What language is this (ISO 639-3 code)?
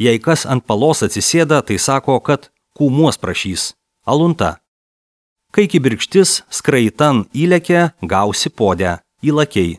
lit